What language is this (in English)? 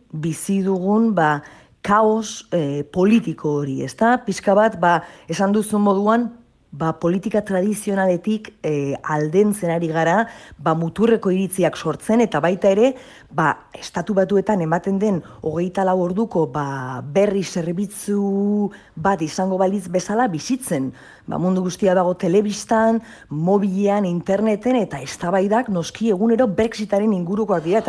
Basque